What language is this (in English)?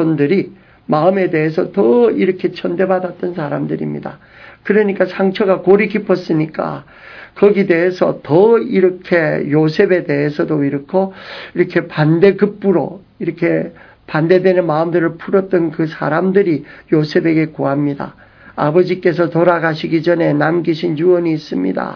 Korean